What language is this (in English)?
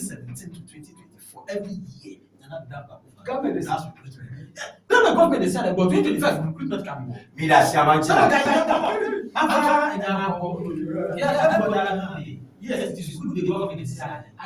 Ewe